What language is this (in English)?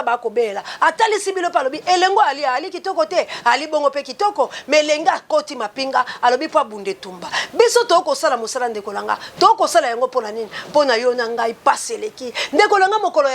Lingala